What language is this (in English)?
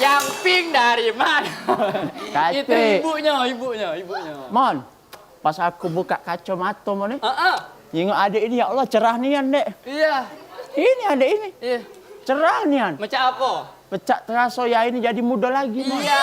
Musi